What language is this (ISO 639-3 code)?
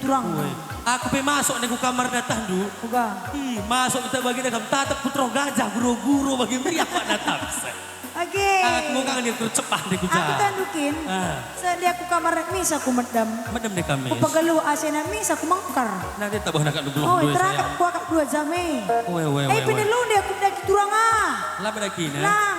btx